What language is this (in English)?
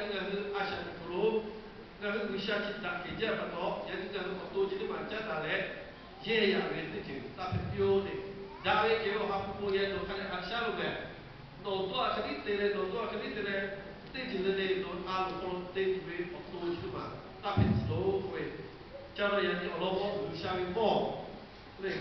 Lahu